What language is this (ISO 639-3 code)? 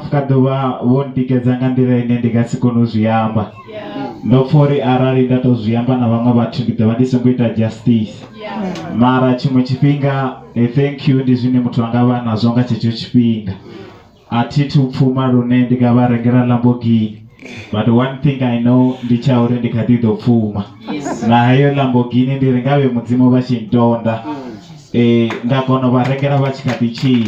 ven